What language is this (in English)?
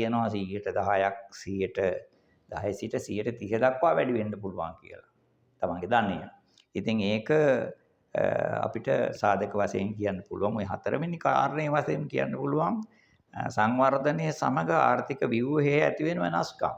Sinhala